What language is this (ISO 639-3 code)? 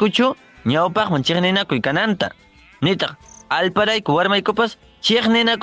quy